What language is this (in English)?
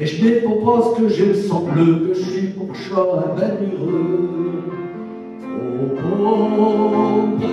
Picard